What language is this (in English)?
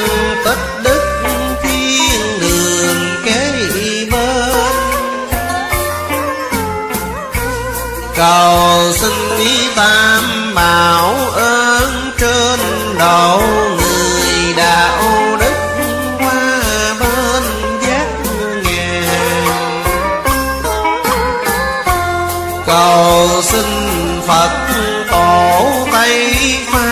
Vietnamese